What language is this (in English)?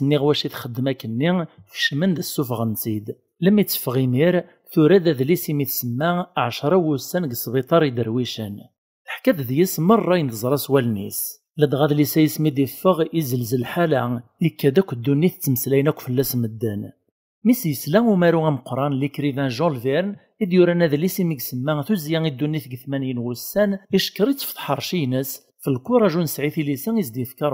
Kabyle